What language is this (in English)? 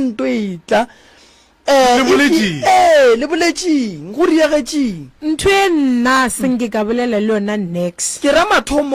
Northern Sotho